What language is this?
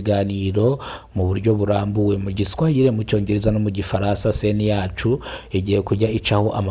Kinyarwanda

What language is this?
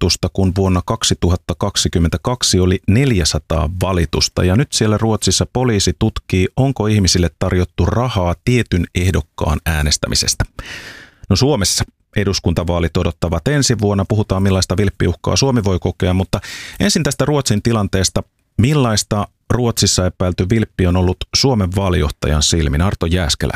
Finnish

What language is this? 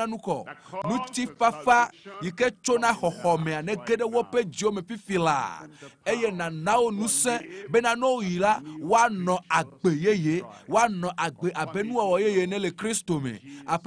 Ewe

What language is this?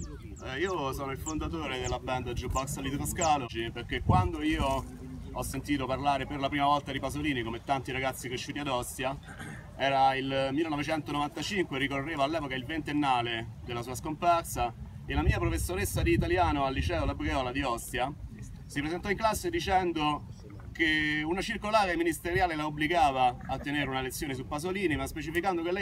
Italian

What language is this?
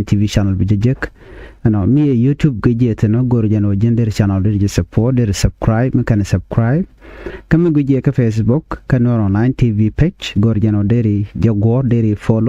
Nuer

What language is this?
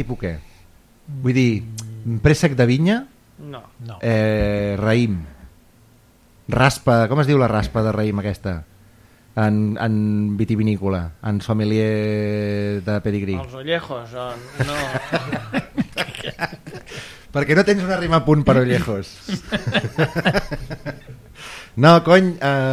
Catalan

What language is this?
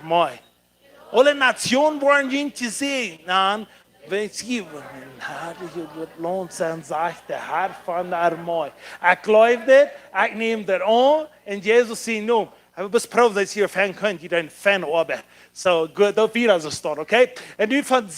Plautdietsch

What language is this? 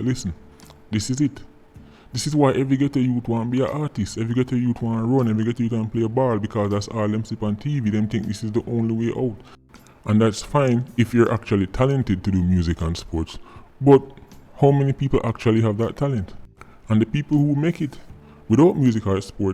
Jamaican Creole English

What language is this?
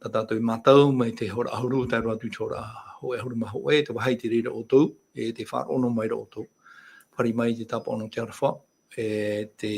Tahitian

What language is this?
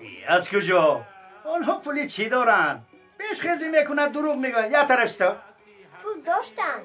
Tajik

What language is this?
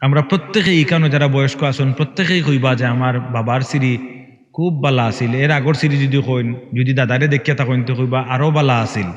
Sylheti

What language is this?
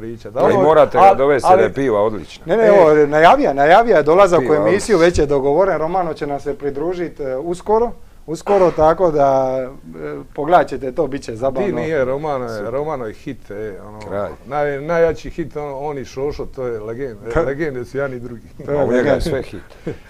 Croatian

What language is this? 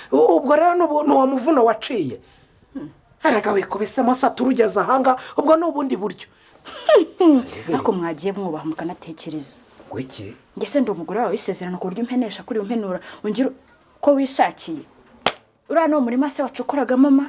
Kinyarwanda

